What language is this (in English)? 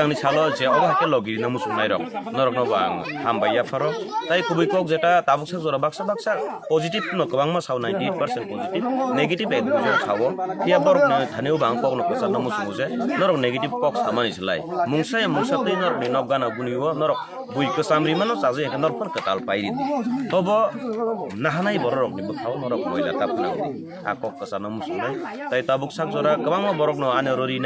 Kok Borok